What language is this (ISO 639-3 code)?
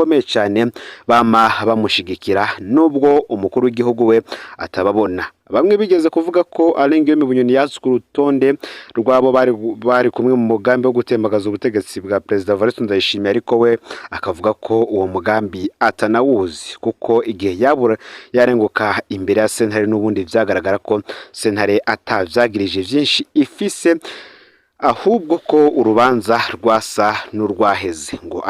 run